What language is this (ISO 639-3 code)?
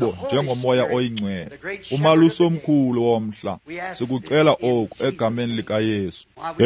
xho